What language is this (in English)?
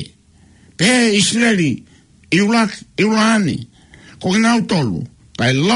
Tongan